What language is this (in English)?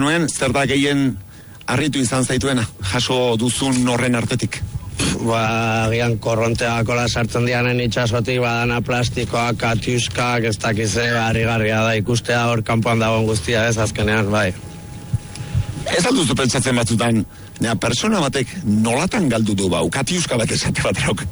Basque